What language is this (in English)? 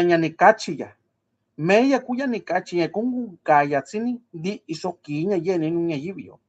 Mixtepec Mixtec